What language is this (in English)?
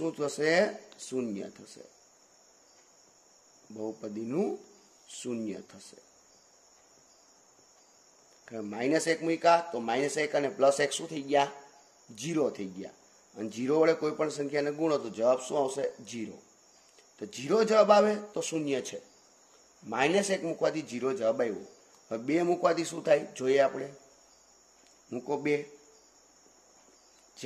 Gujarati